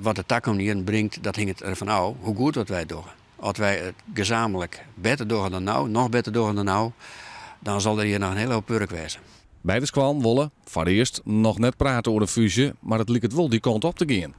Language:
Western Frisian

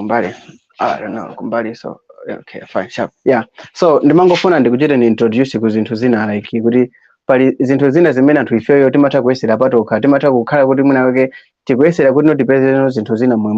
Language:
Nyanja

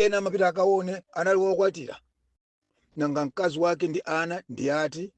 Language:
Nyanja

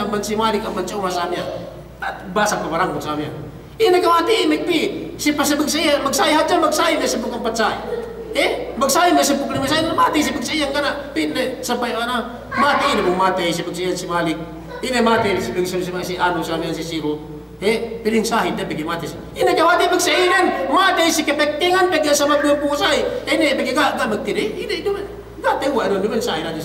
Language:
Yakan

